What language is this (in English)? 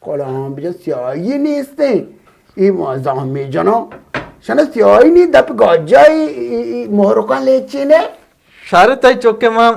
Baluchi